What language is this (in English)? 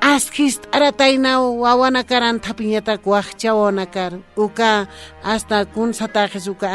Aymara